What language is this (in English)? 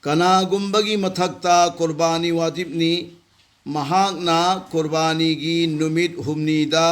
Manipuri